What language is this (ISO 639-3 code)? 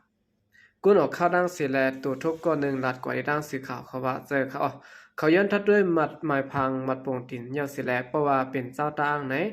shn